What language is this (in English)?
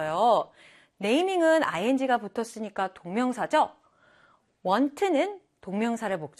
Korean